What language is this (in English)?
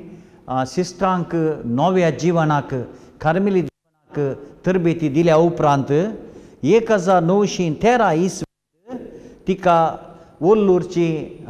Konkani